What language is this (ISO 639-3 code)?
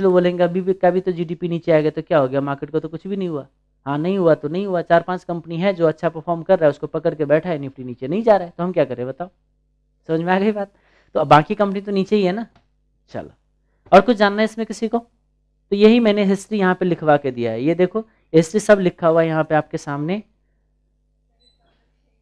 hin